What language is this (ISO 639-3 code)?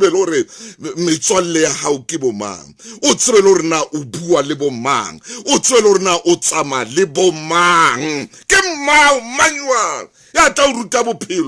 sot